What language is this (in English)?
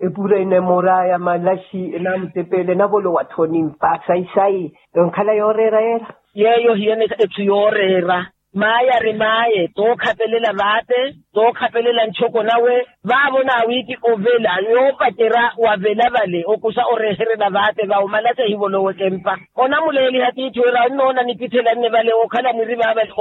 Makhuwa